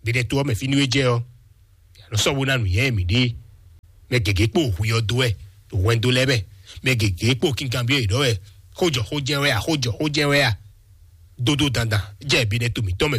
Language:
Fon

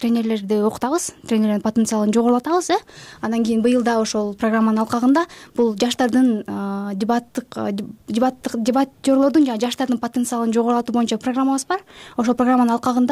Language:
Kyrgyz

